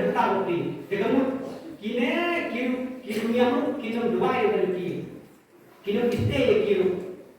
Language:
Khasi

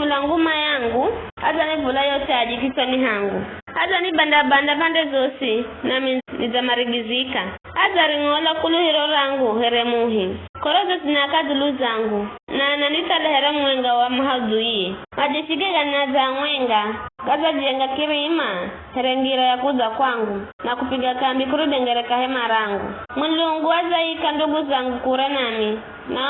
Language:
Giryama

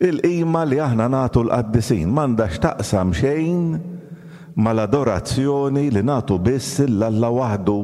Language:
Maltese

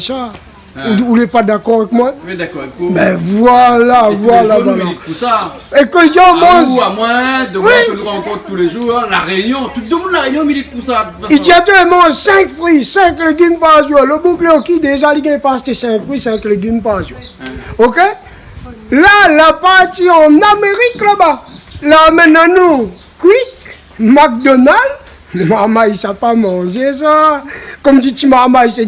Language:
Réunion Creole French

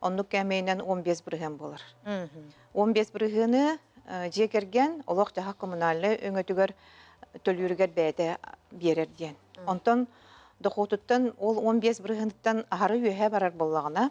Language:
Yakut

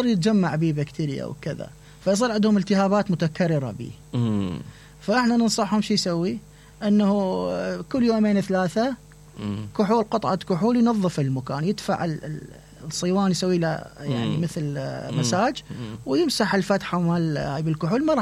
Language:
Mesopotamian Arabic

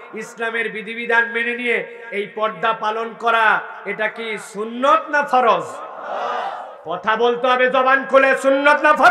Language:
Bangla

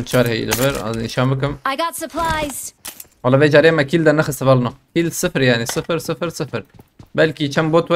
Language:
Kurdish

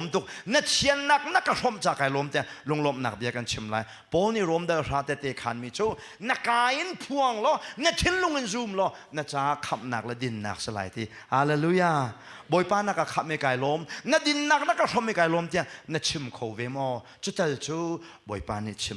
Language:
Hakha Chin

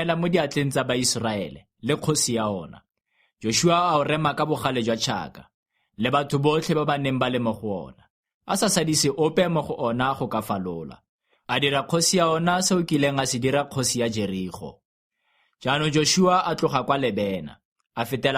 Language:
Tswana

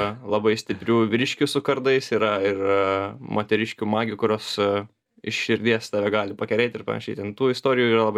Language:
Lithuanian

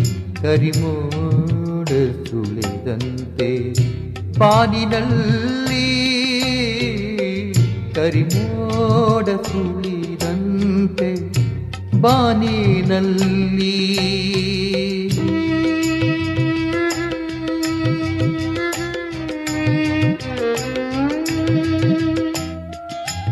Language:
Kannada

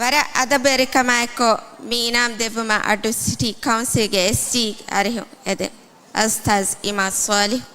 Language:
Divehi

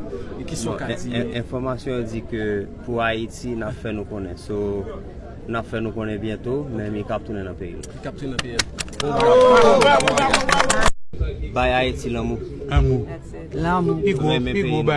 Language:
Haitian Creole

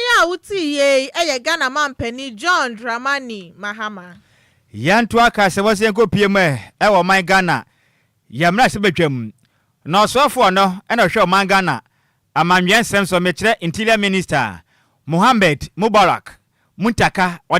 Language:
Akan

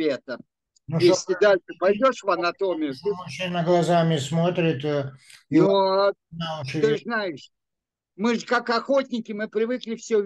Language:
Russian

